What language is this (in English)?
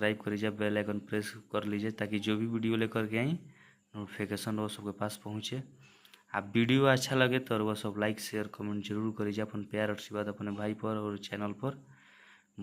Bhojpuri